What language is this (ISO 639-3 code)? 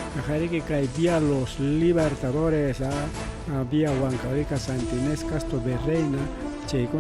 quy